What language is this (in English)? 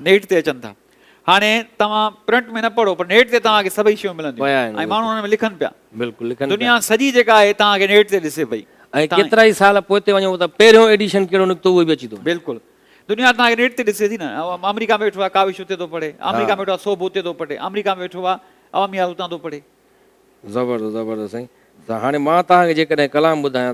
Sindhi